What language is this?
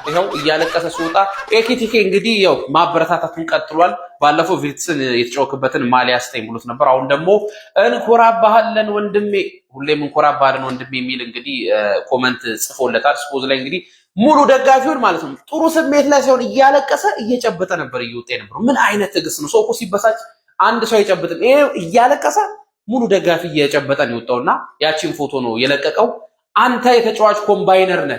Amharic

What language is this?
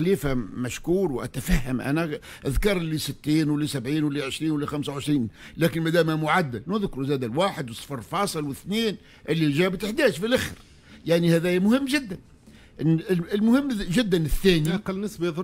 Tunisian Arabic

